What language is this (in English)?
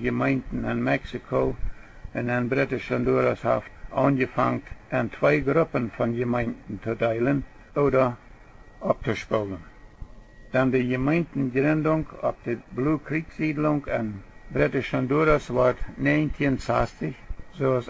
Plautdietsch